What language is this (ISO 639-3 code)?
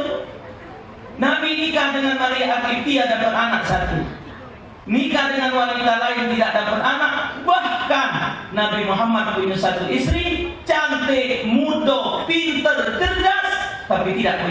mui